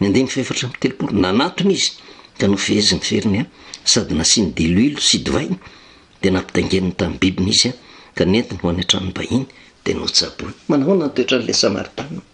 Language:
Malagasy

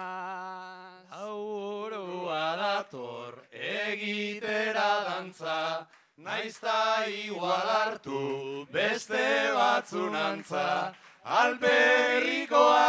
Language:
Basque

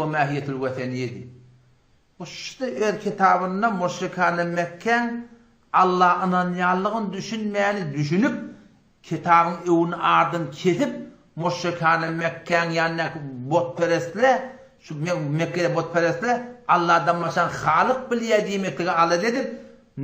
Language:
Turkmen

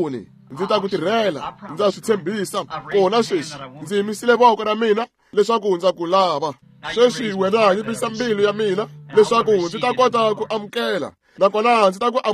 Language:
Tsonga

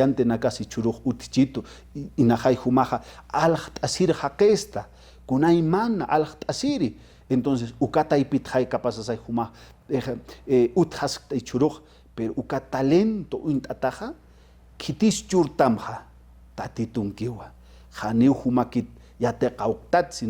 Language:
Aymara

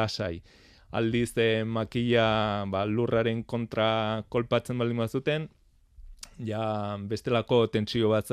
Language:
Basque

